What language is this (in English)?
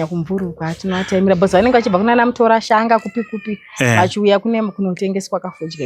Shona